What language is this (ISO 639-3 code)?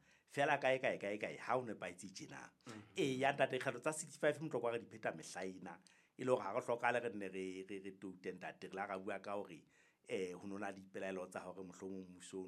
sot